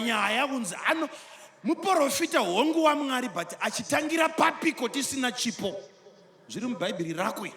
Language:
Shona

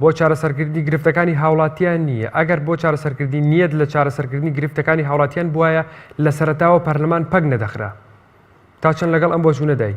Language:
Central Kurdish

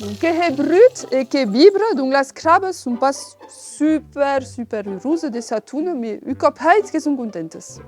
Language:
Occitan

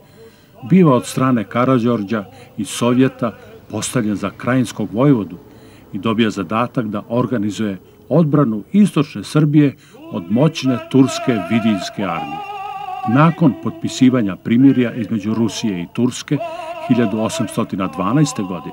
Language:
Serbian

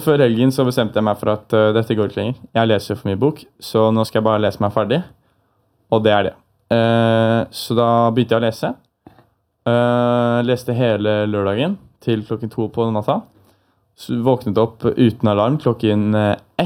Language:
Norwegian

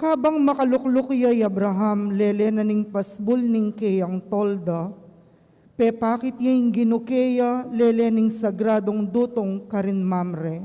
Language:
Pampanga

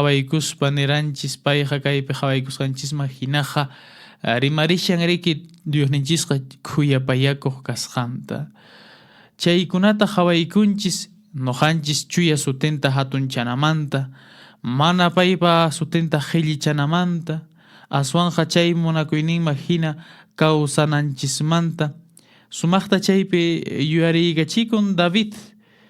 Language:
Quechua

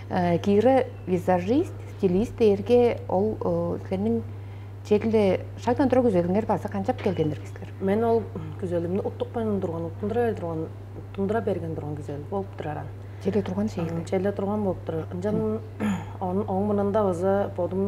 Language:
Tuvinian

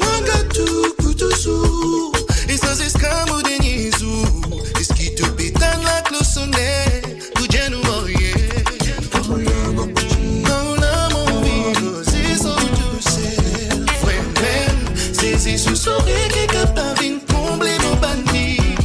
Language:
Morisyen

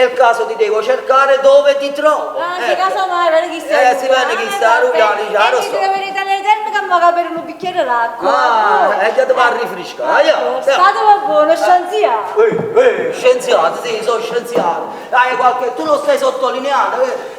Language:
Neapolitan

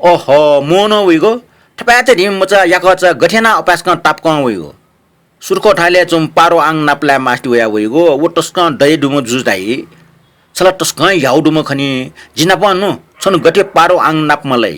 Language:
Newari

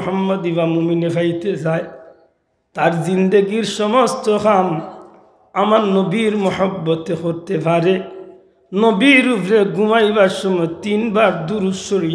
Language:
Sylheti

